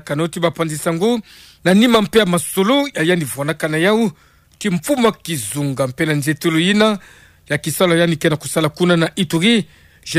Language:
Kituba (Democratic Republic of Congo)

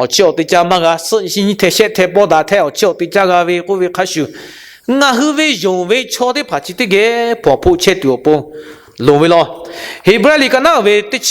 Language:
Lahu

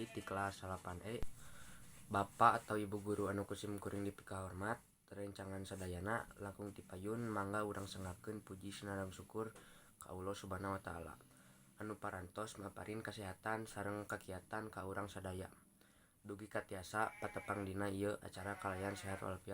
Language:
Sundanese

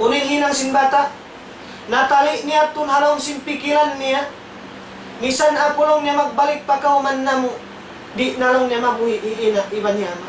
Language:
Tausug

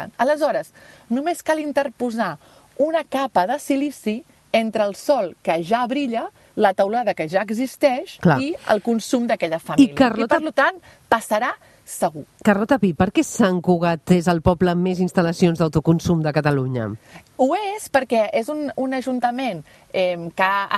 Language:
Catalan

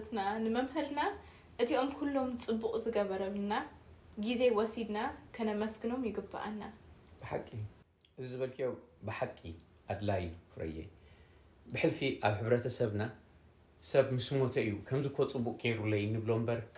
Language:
Tigrinya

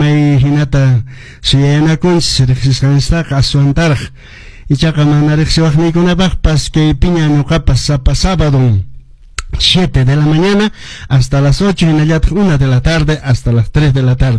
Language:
Quechua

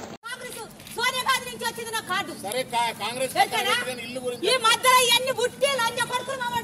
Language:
Telugu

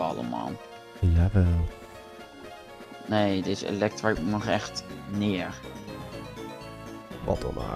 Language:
Dutch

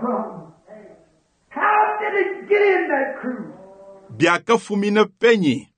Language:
Luba-Lulua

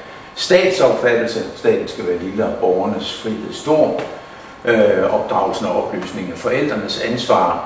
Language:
Danish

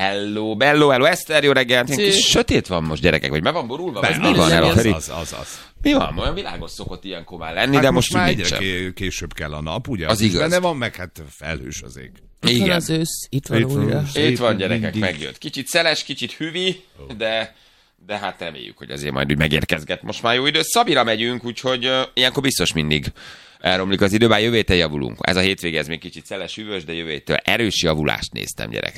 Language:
Hungarian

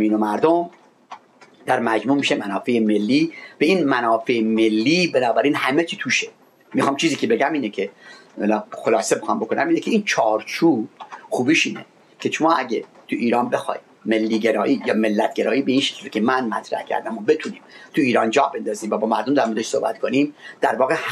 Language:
Persian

